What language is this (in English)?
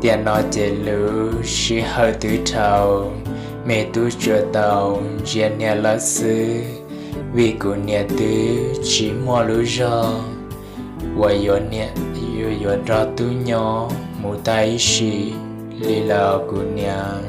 Hmong